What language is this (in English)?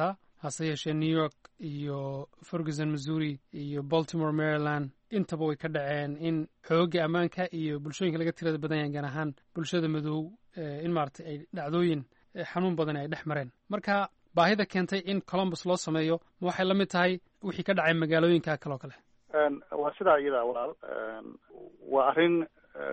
Somali